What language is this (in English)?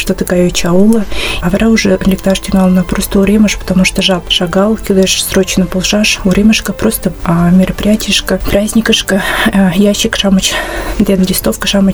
Mari